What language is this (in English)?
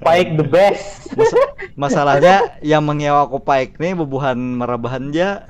Banjar